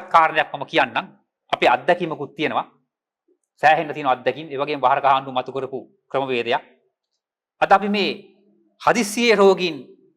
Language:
Sinhala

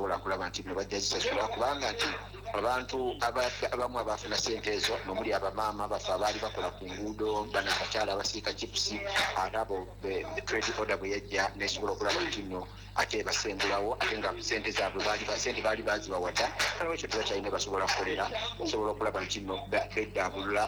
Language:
Ganda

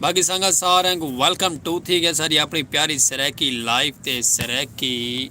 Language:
Saraiki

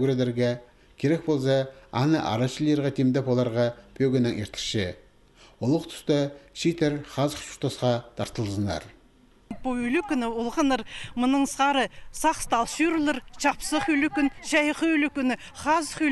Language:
Khakas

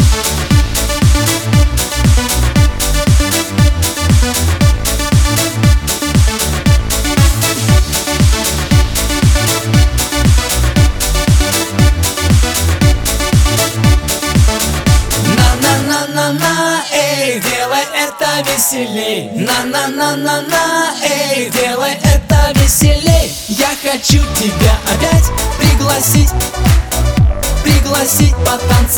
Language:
Russian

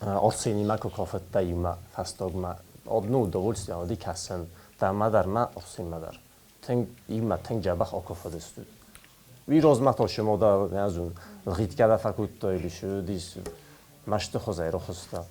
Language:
Ossetic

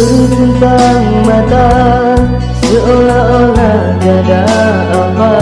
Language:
Malay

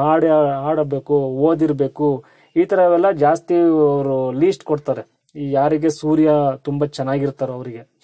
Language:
Kannada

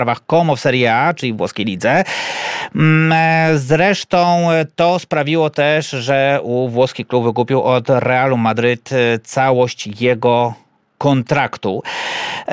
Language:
Polish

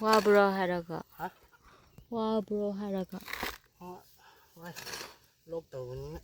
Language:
Manipuri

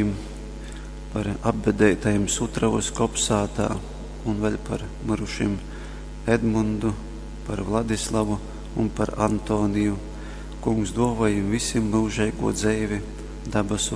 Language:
Latgalian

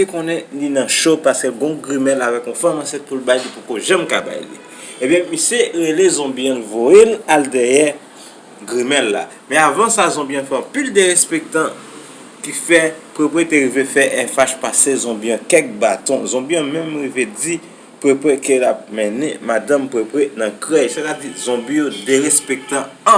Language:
Haitian Creole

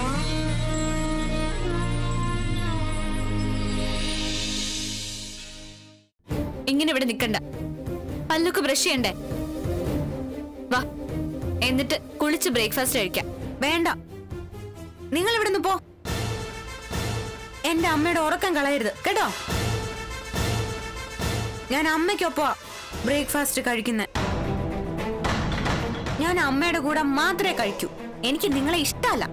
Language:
Malayalam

